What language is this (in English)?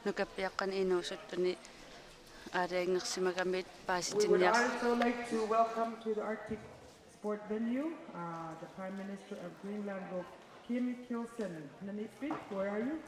Kalaallisut